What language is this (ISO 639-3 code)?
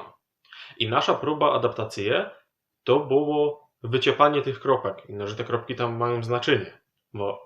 szl